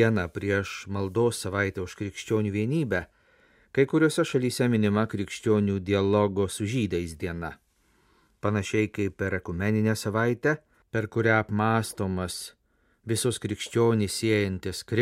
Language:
Lithuanian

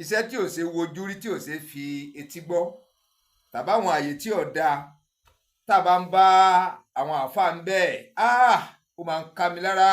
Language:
Yoruba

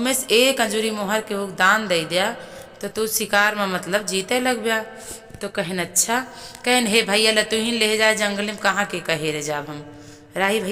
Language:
Awadhi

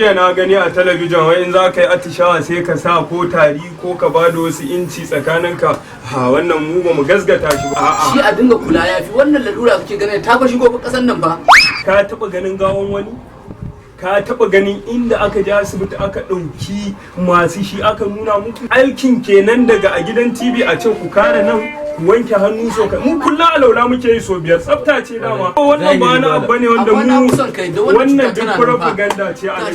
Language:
Hausa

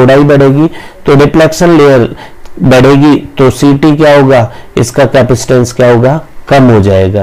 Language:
Hindi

